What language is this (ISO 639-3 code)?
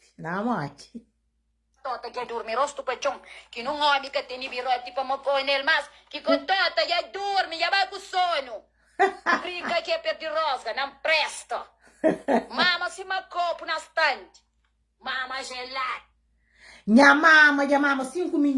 kea